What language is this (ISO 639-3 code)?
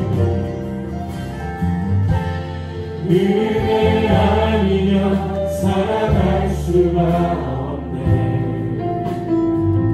kor